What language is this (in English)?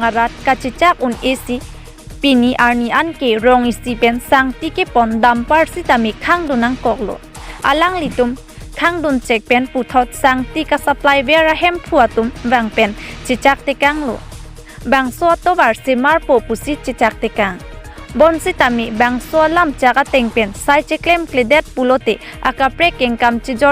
Karbi